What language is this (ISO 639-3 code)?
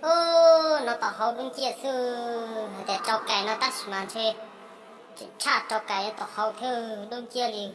hmn